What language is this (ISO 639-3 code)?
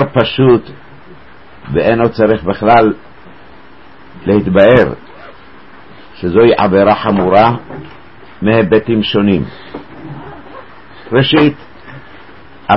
heb